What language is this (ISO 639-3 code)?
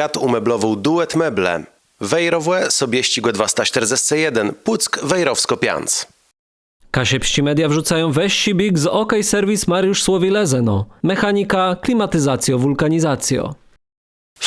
csb